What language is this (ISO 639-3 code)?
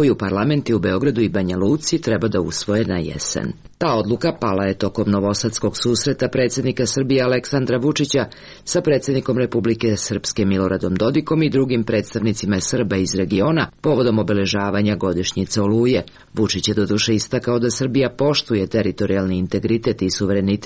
srp